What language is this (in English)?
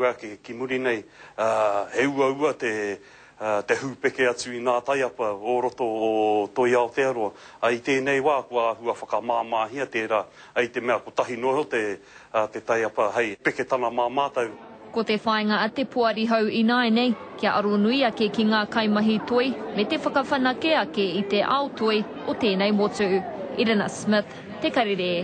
Māori